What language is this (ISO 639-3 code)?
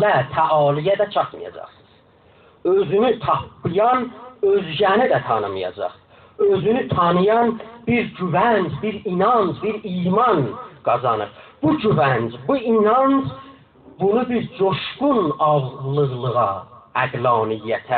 azb